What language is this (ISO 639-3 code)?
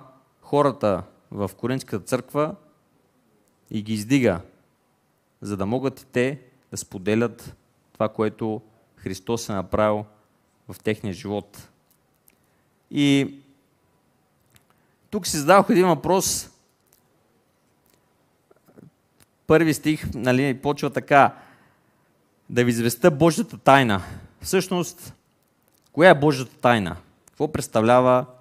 bul